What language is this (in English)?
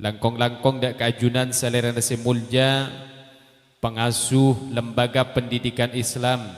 Madurese